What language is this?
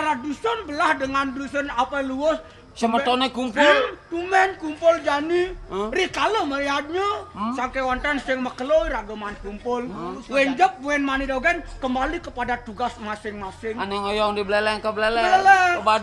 Balinese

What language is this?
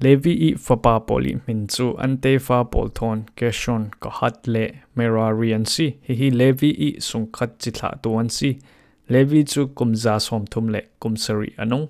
Falam Chin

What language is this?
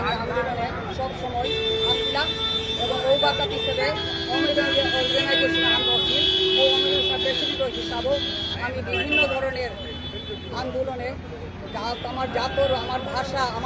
Bishnupriya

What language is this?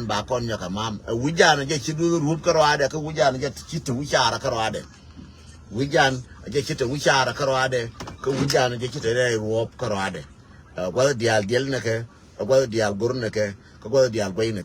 Nuer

